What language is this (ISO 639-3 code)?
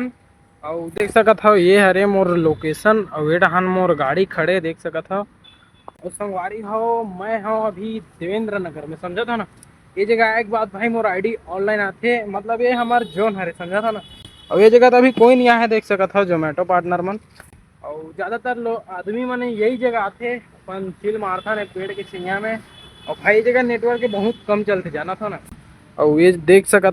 hne